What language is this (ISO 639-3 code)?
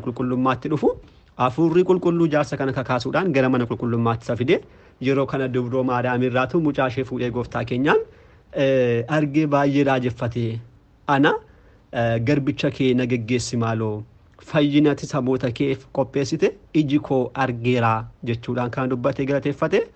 orm